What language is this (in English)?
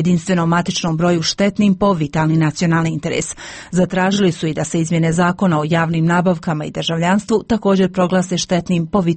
Bosnian